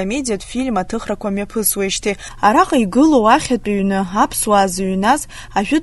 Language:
Abkhazian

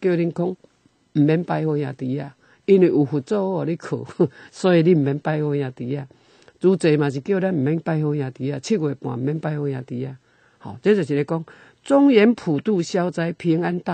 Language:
Min Nan Chinese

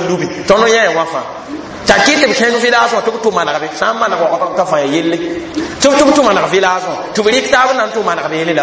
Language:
Mossi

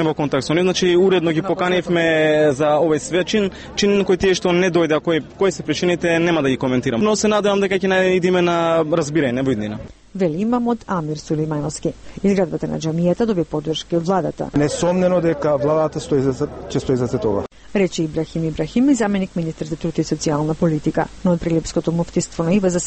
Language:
Macedonian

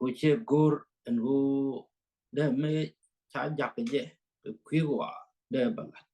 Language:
Nuer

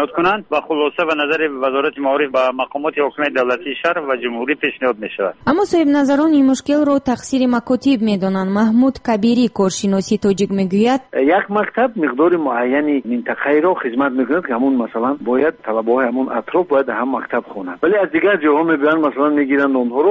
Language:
Persian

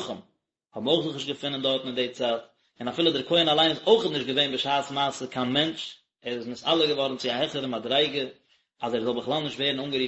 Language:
Yiddish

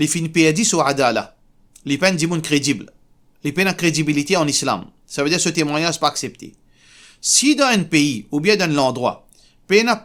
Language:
Morisyen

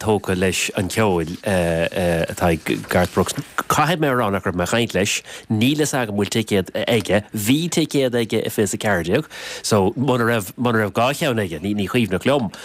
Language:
Irish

